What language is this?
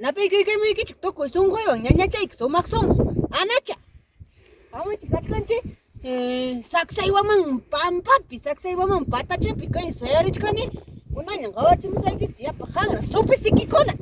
Ayacucho Quechua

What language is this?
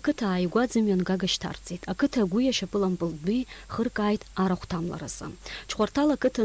Abkhazian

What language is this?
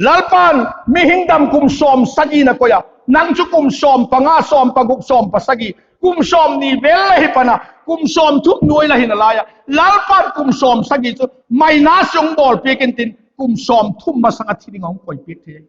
Vaiphei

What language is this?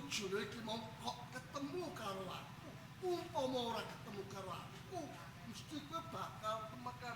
Javanese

